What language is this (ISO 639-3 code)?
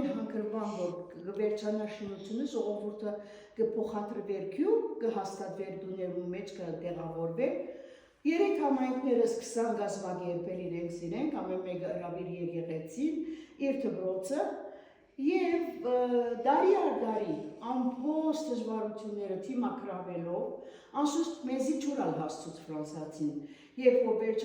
hyw